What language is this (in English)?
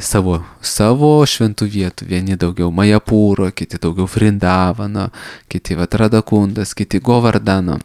Lithuanian